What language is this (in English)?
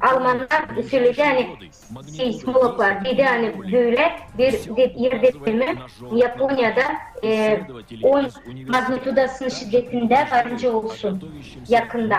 Gagauz